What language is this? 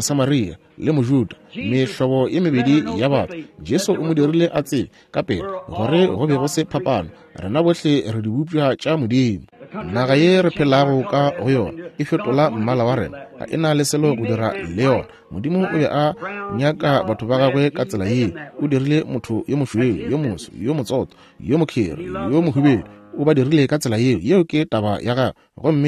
Northern Sotho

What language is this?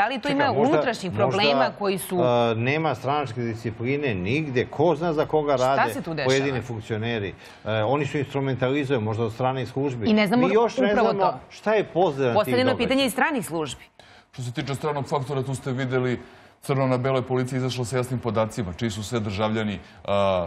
Serbian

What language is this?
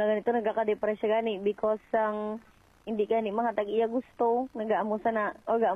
Hiligaynon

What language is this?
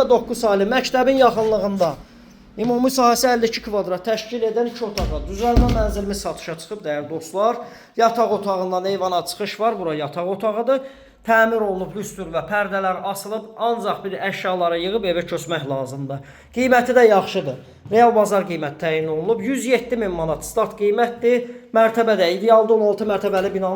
Azerbaijani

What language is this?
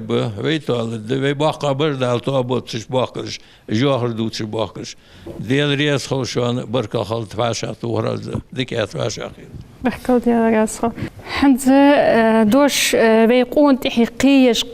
Ingush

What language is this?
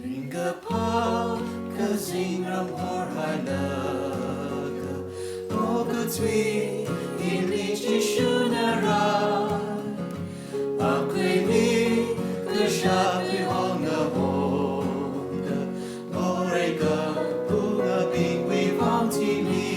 Tangkhul Naga (India)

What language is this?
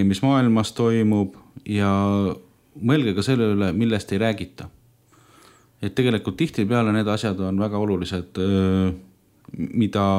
Estonian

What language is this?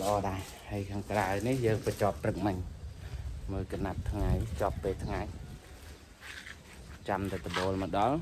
Khmer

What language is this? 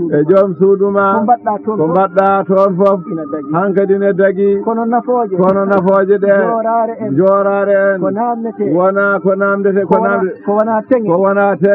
Fula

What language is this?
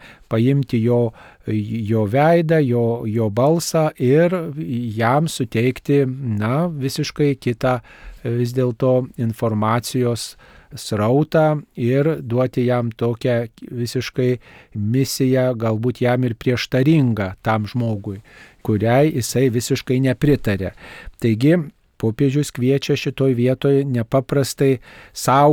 Lithuanian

